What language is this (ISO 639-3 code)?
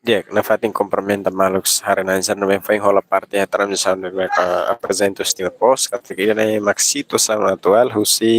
tet